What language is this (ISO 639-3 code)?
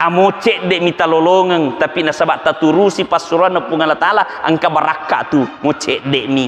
bug